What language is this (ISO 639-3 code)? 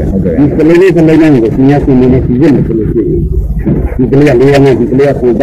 mya